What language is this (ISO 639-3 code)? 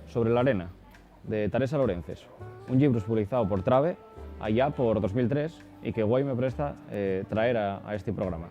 ast